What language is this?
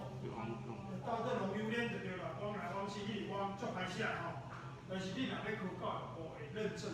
Min Nan Chinese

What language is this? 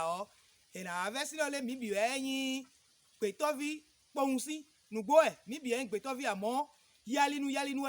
Fon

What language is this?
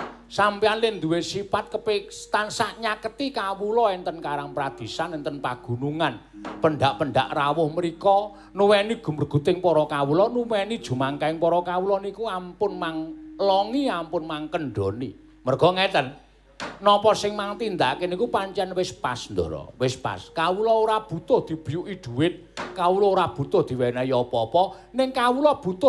Javanese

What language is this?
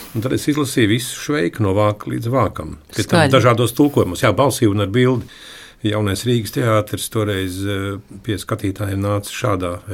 Latvian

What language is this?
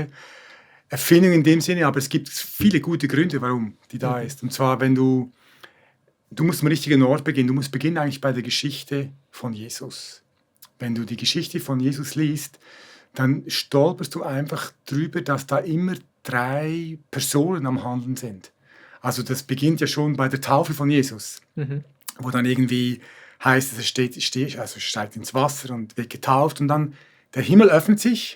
Swiss German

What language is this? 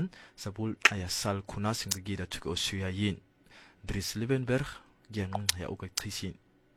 Afrikaans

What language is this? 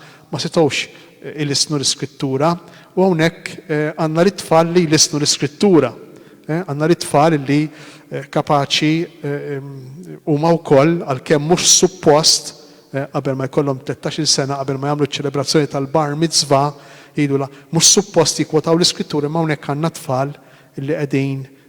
Maltese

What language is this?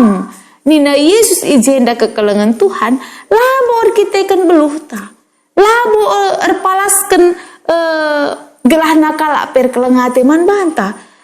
Batak Karo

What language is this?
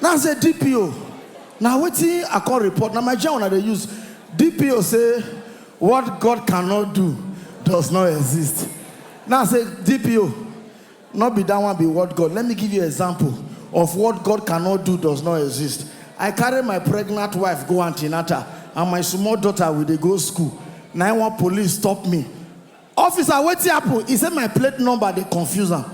Nigerian Pidgin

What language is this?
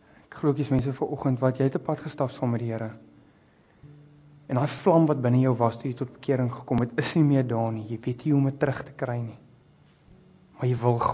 Afrikaans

